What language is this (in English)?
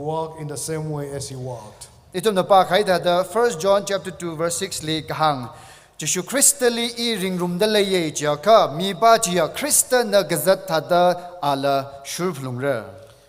Tangkhul Naga (India)